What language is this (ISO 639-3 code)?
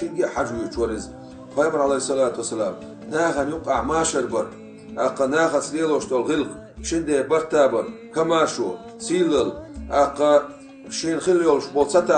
che